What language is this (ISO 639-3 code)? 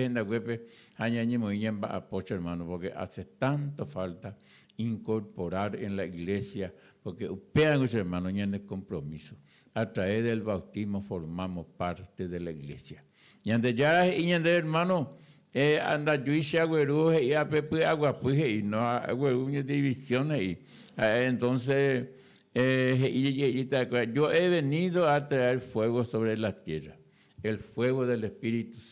grn